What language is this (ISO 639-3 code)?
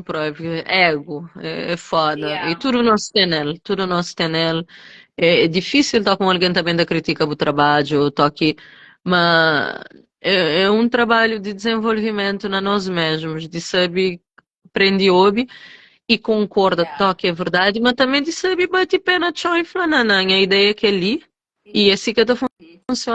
kea